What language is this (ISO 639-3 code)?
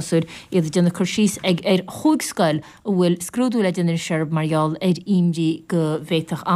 gle